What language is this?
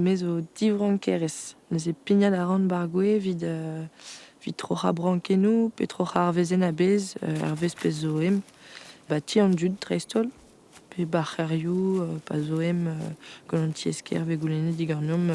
Breton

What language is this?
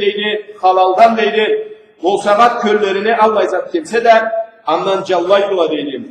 Karachay-Balkar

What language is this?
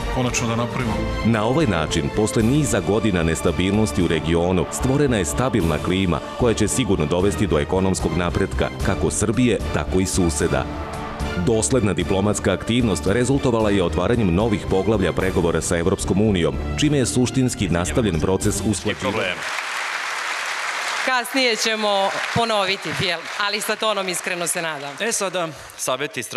Serbian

